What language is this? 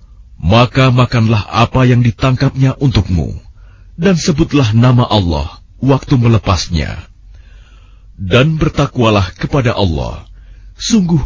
Indonesian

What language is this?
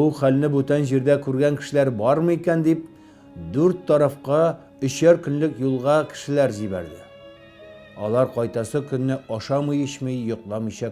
Tatar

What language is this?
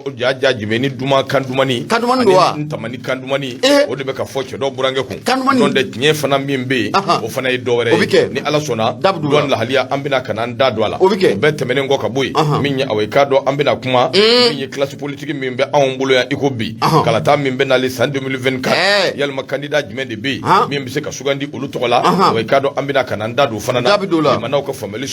Bambara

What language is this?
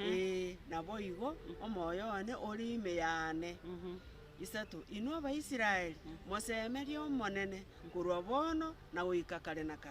Gusii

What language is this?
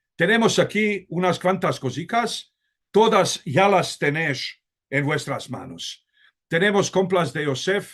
Ladino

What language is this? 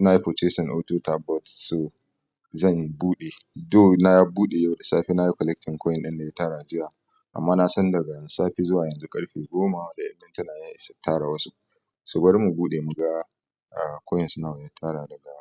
Hausa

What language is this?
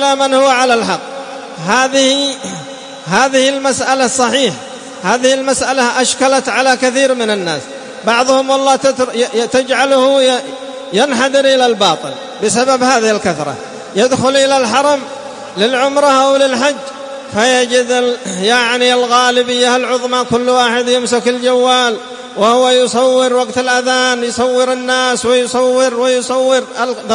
Arabic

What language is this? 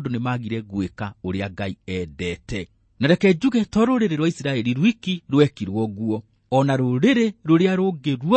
Kikuyu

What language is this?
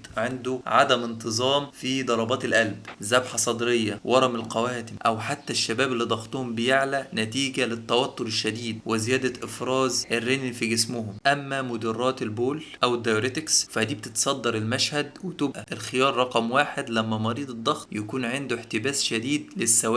Egyptian Arabic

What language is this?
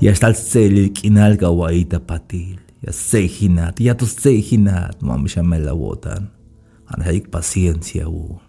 Tzeltal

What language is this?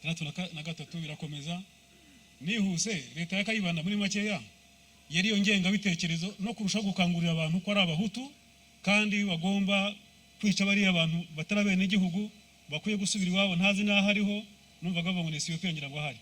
Kinyarwanda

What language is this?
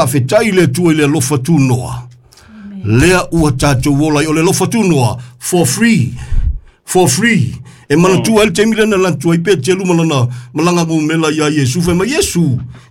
Samoan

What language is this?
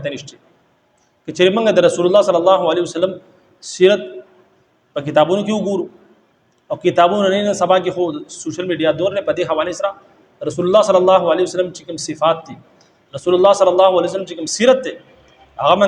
Pashto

